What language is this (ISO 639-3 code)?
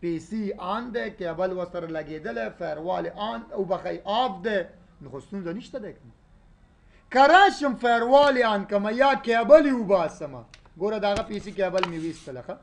pus